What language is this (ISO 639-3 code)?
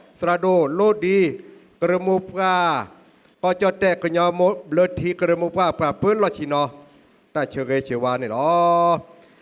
ksw